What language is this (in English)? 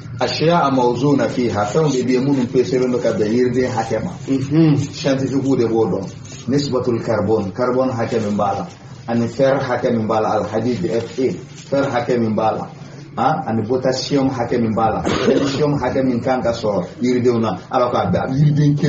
Bambara